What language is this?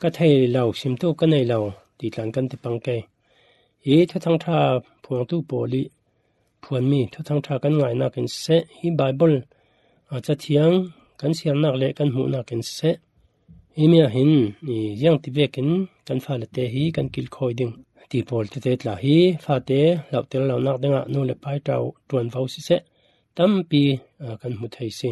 Falam Chin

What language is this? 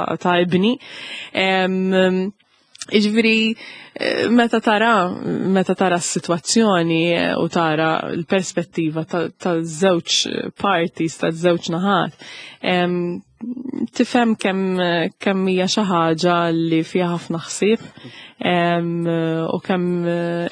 Maltese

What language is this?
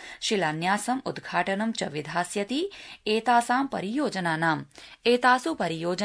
Sanskrit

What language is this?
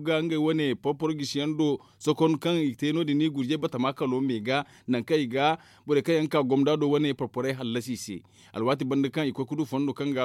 Zarma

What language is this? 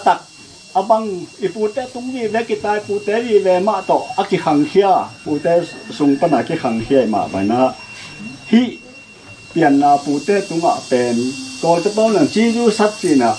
Tedim Chin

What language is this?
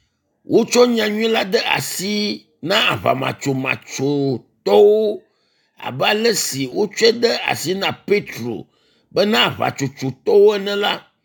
Ewe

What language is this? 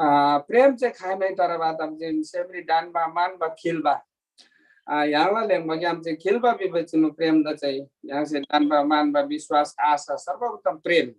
Eastern Tamang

